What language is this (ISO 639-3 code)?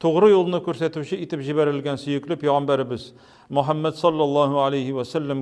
tat